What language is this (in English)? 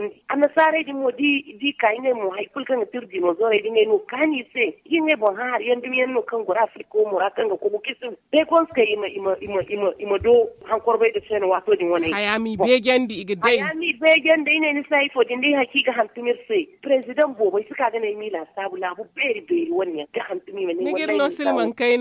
Zarma